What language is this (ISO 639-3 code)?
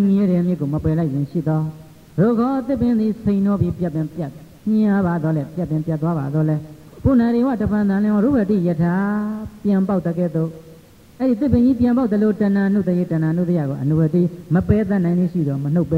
mya